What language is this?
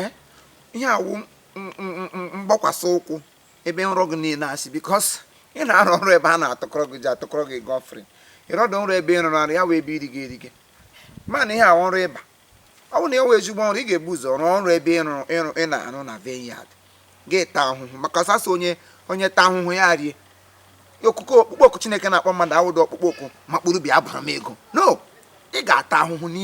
Igbo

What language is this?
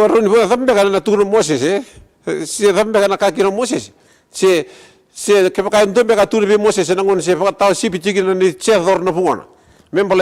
Fijian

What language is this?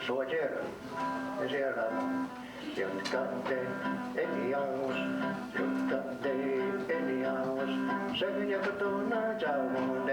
Mohawk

